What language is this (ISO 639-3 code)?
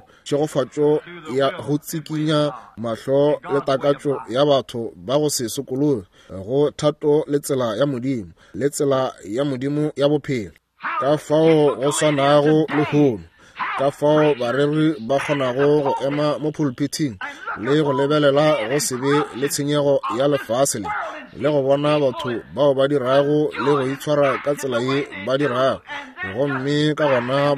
nso